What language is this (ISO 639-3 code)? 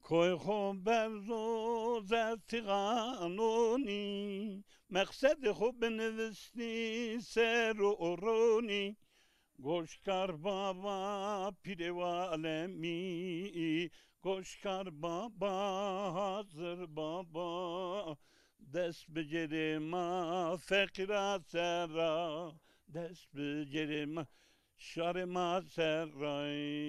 zza